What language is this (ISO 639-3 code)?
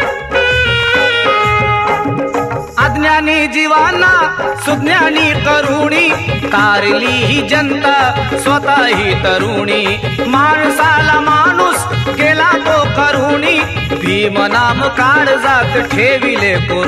mar